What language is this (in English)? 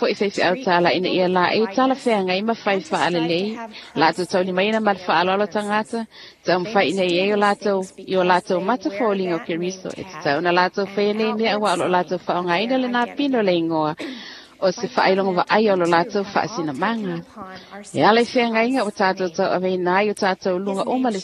Samoan